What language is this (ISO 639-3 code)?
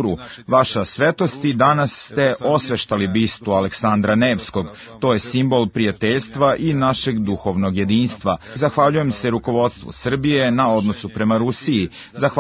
srp